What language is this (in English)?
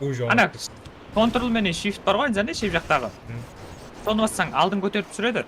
Kara-Kalpak